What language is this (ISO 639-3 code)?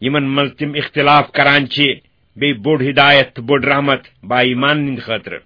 kas